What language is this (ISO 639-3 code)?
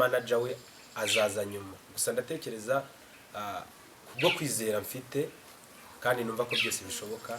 kin